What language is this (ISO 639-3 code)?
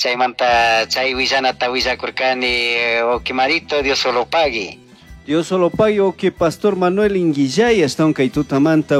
qug